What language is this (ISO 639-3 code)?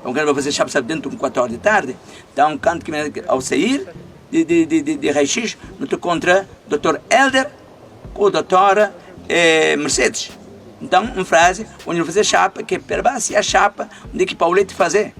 kea